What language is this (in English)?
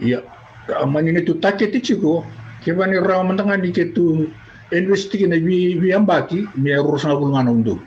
Fijian